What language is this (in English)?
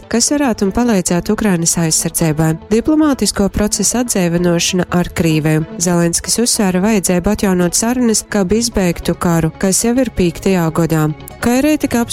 Latgalian